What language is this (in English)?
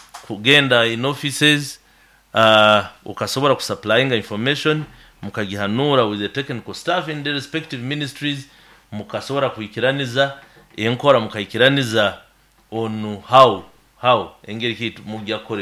Nyoro